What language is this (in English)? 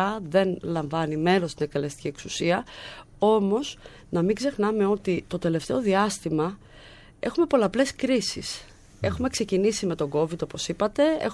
Greek